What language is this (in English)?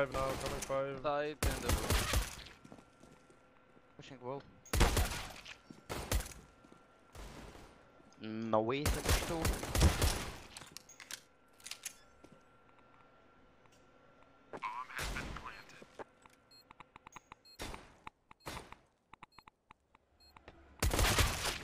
English